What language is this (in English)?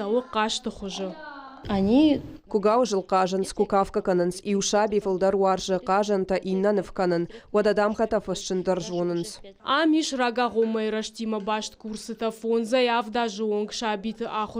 Ossetic